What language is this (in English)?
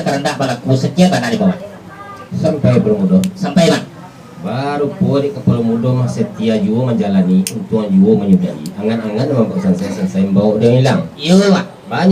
Minangkabau